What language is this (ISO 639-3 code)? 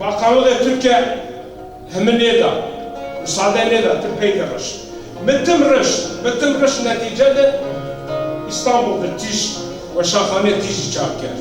zza